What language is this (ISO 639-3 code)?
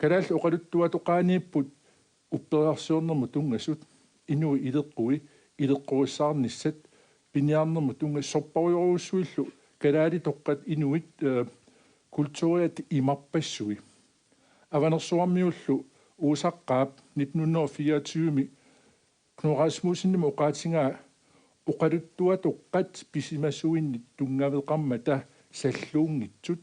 kal